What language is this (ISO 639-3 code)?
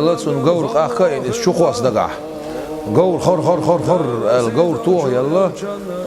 che